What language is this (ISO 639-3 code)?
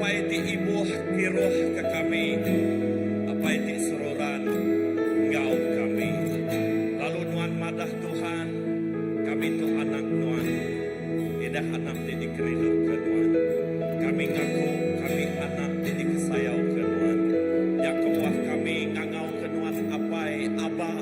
iba